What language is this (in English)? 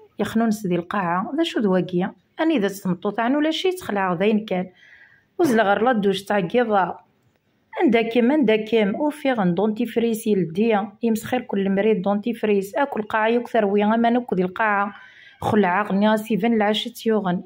Kabyle